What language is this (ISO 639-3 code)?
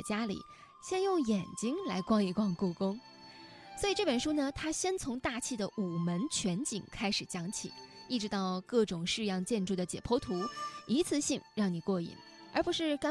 zho